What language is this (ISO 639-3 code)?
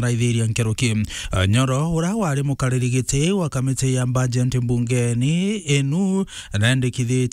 mer